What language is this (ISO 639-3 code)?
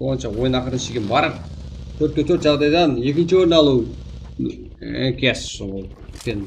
kaa